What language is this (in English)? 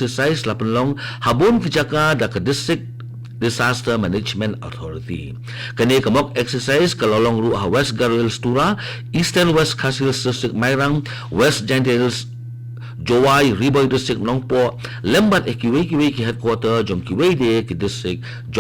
Khasi